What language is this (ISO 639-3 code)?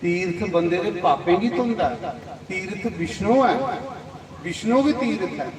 doi